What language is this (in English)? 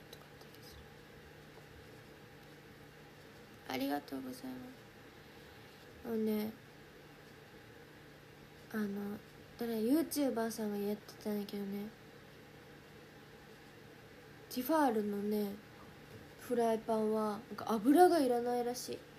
Japanese